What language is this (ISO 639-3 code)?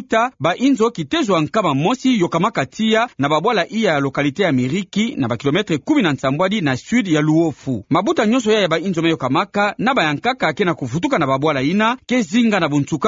ktu